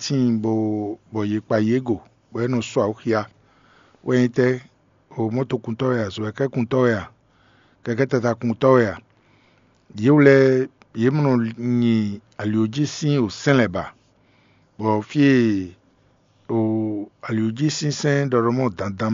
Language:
Fon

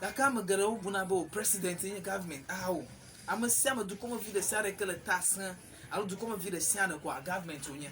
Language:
Ewe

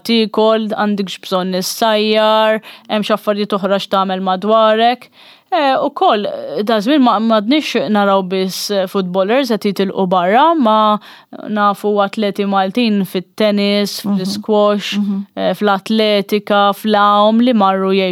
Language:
Maltese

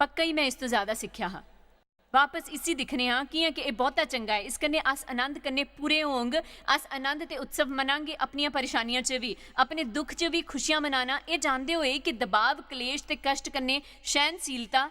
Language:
Dogri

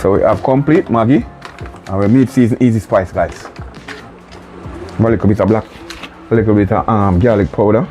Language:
Jamaican Creole English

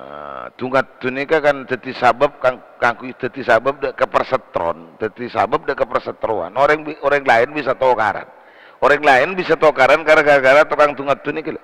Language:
Madurese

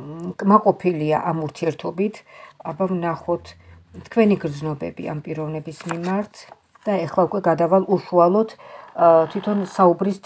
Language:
Georgian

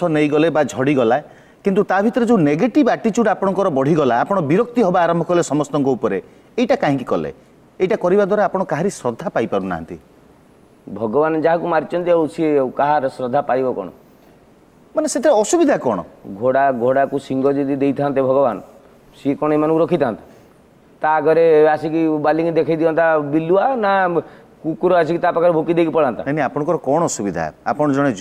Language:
Odia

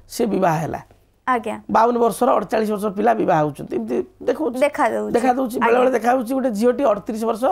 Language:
Odia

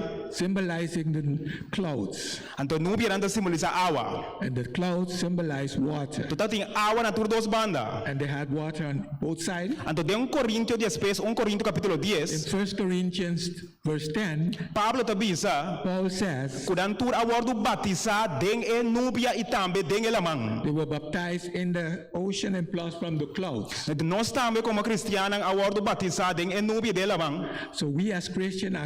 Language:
Papiamento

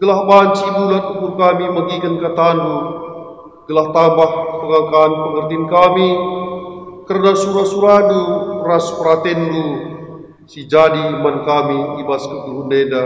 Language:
Batak Karo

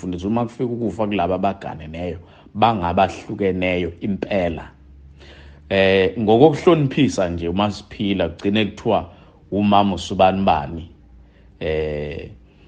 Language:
Zulu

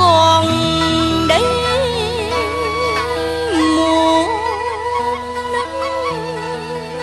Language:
Vietnamese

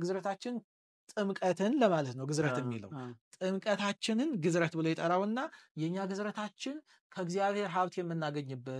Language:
Amharic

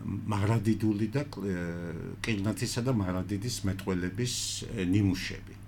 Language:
Georgian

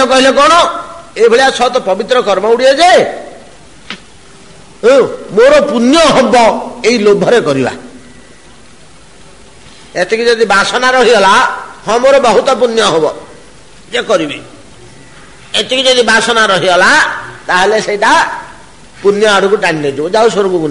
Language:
Odia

